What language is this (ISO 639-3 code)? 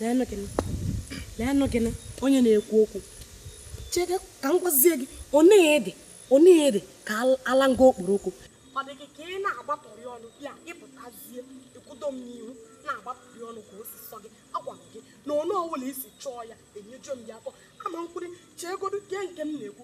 ibo